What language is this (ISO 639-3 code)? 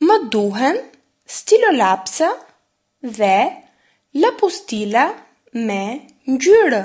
sqi